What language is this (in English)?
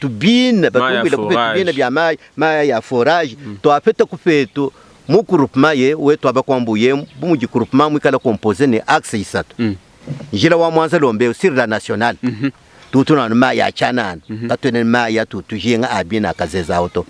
Luba-Lulua